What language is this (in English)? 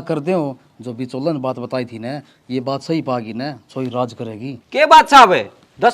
Haryanvi